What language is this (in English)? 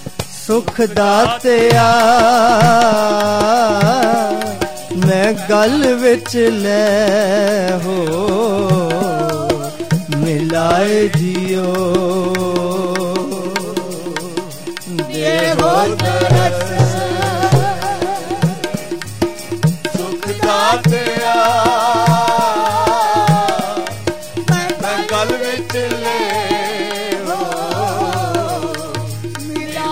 Punjabi